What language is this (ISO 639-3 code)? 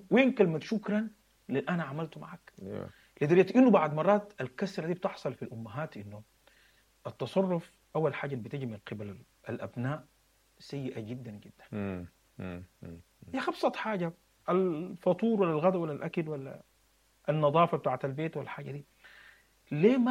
apd